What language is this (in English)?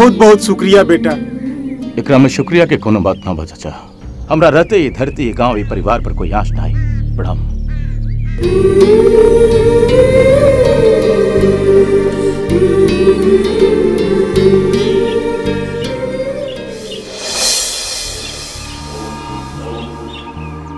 Bhojpuri